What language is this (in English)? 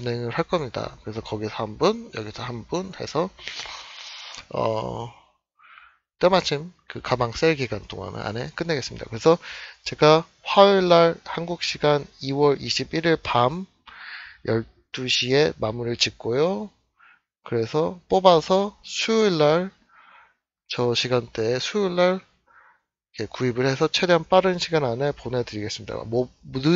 Korean